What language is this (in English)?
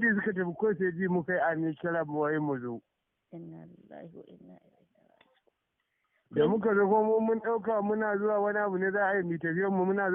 Hausa